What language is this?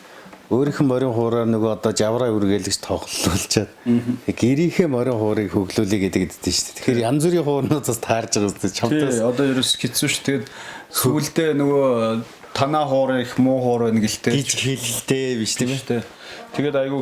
Mongolian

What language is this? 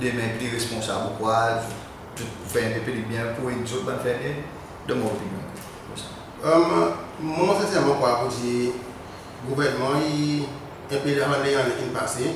Seselwa Creole French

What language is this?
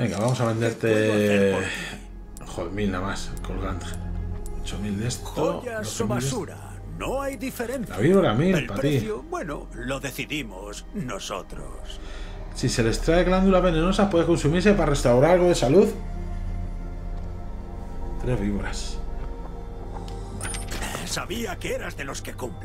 Spanish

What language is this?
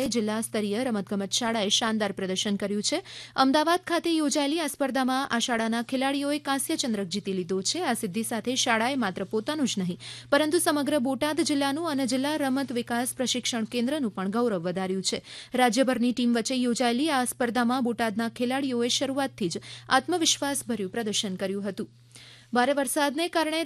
Gujarati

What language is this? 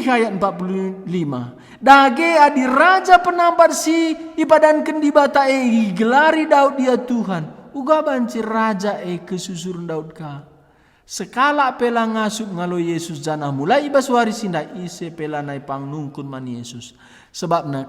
Batak Karo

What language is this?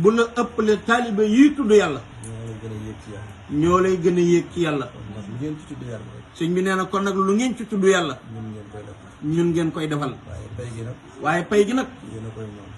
Wolof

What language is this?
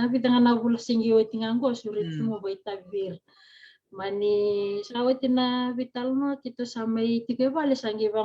Fijian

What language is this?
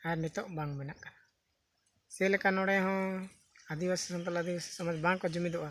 Santali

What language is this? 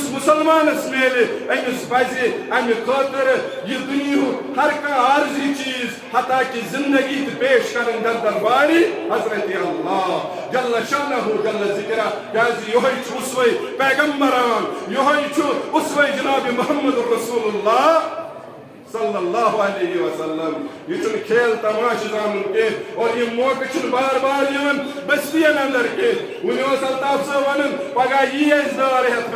Kashmiri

